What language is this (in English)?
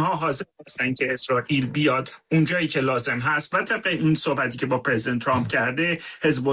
Persian